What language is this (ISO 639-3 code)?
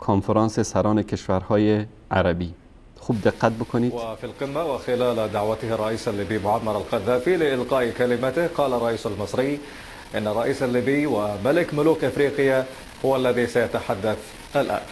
fas